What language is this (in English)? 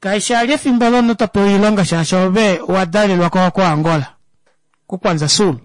Kuanyama